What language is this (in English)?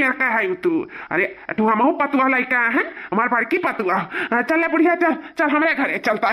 Awadhi